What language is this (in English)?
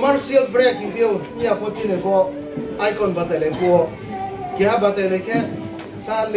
Riang (India)